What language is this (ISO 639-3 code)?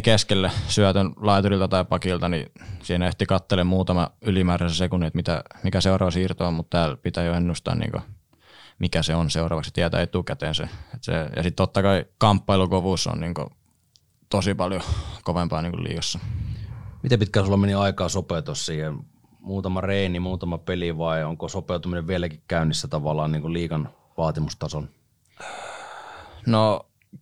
fin